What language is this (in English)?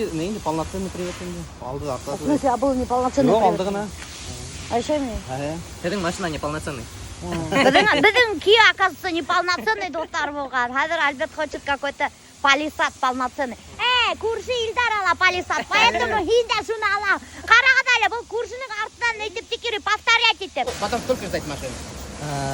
Bashkir